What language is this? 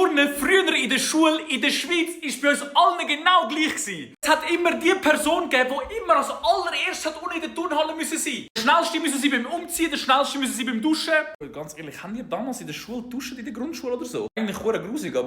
Swiss German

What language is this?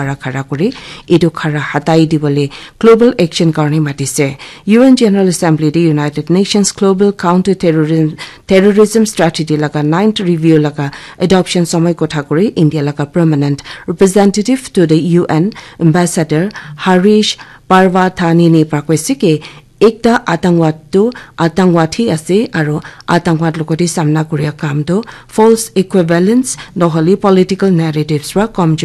Naga Pidgin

